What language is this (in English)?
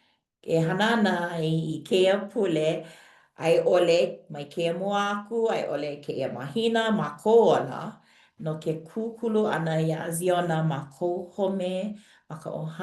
Hawaiian